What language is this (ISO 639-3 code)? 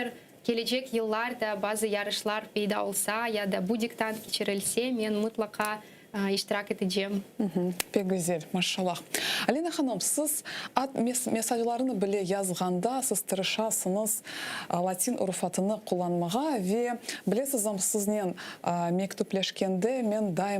crh